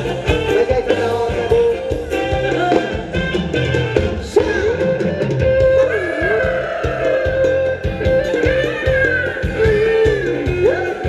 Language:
Thai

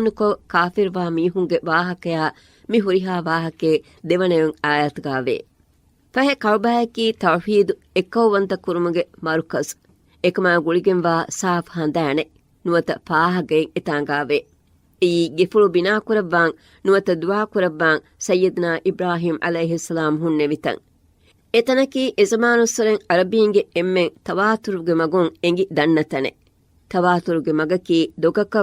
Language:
Divehi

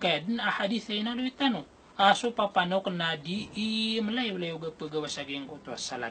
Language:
Maranao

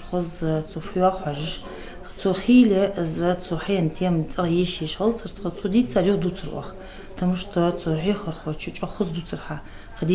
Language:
Ingush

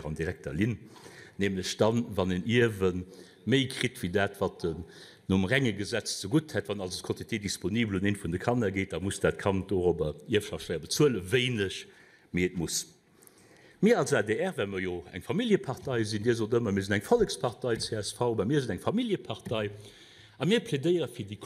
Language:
Luxembourgish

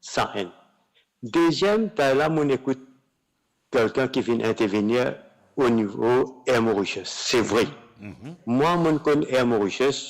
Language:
Morisyen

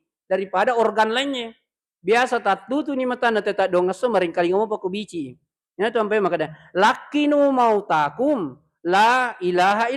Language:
Buginese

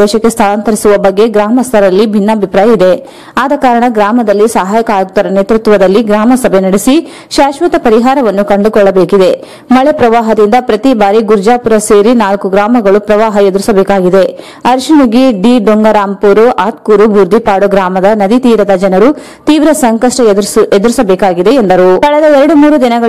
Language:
Kannada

